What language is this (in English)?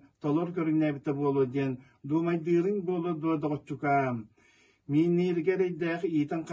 Yakut